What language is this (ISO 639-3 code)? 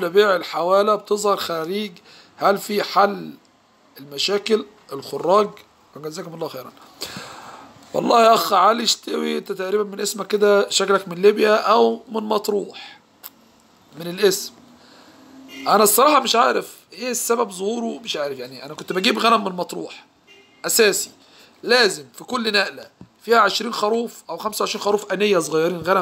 arz